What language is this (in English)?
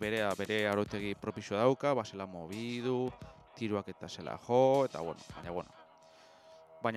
Basque